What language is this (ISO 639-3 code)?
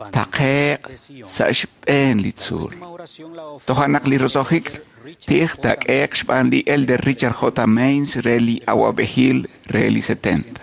kek